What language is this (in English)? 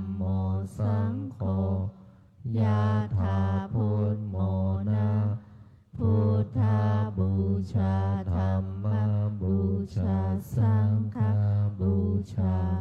Pali